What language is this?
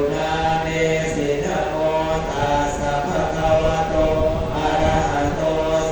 Pali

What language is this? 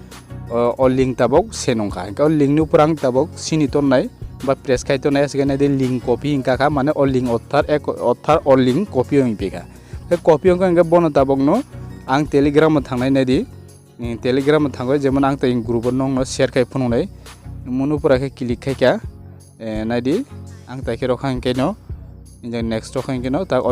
Kok Borok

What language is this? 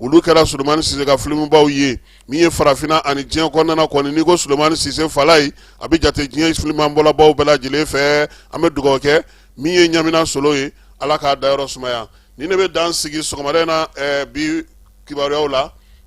Bambara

